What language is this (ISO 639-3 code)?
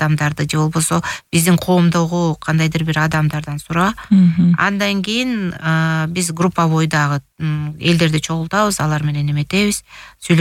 kir